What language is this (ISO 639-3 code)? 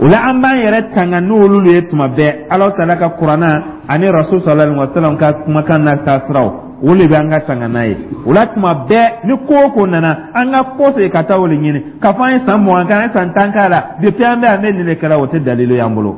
dyu